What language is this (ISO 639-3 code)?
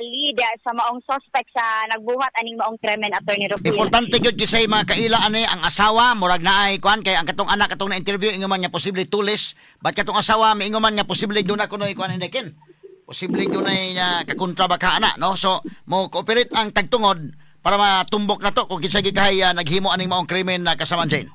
ceb